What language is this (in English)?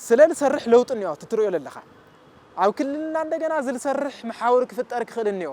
Tigrinya